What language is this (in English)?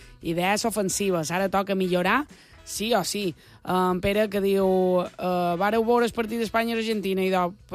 Catalan